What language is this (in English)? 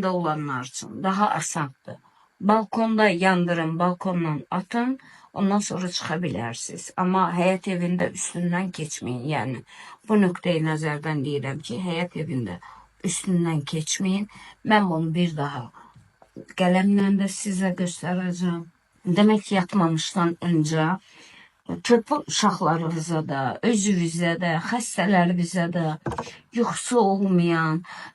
Azerbaijani